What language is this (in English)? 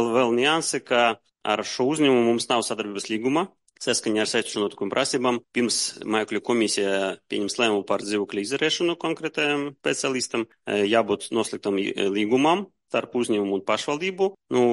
Latvian